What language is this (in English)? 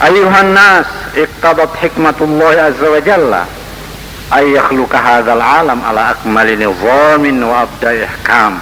Buginese